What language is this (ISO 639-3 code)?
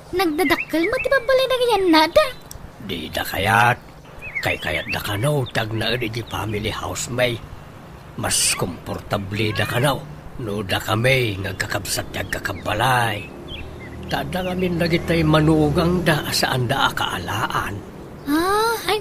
ilo